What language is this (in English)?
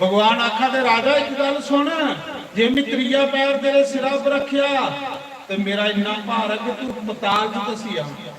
Dogri